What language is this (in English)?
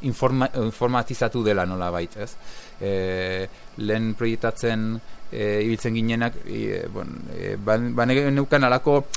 Basque